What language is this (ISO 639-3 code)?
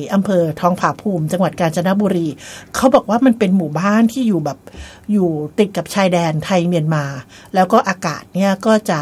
tha